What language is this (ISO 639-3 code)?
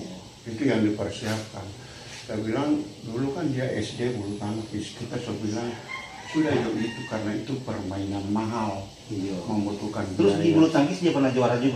xmm